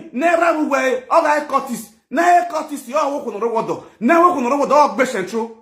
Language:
Nigerian Pidgin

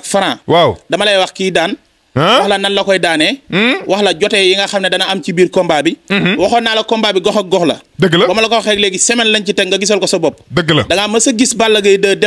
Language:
Wolof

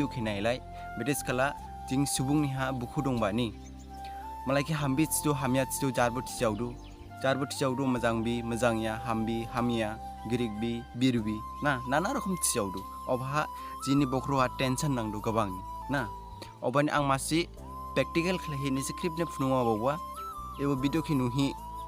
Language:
Dimasa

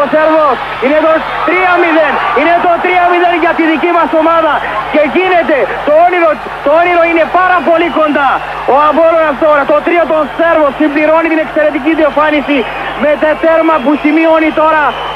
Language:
Greek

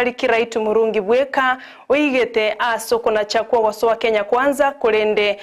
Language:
Gusii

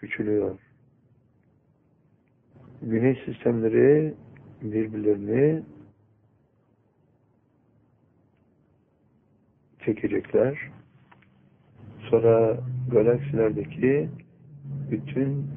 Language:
Turkish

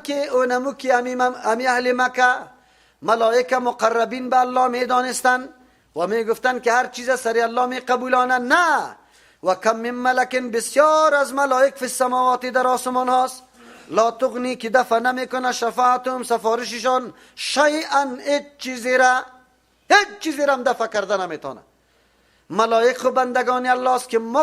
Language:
Persian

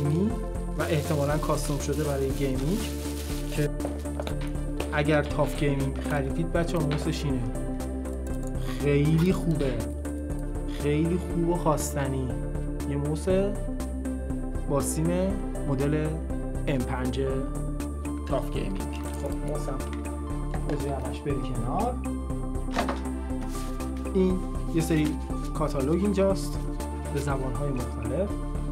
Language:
Persian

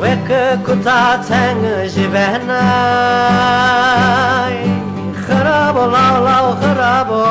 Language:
Zaza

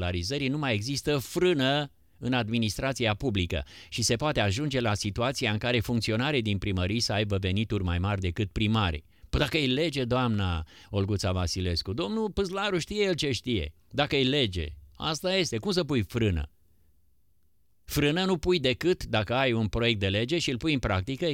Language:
Romanian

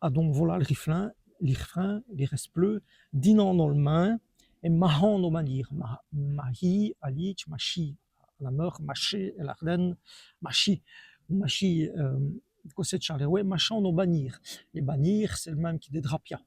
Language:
Walloon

